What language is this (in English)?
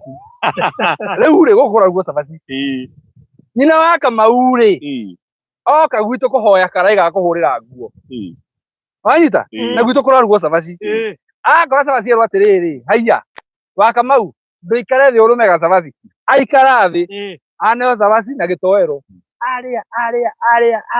Kikuyu